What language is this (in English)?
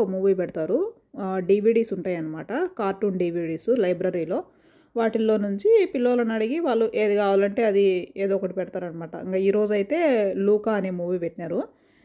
Telugu